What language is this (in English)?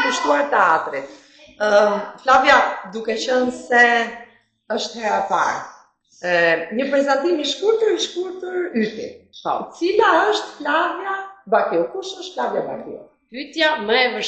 Albanian